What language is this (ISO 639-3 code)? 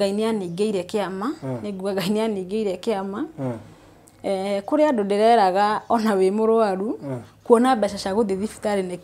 kik